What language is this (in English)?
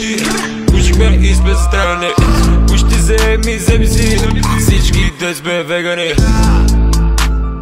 Bulgarian